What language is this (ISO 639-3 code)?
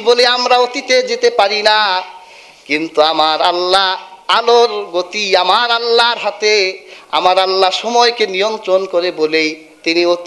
ben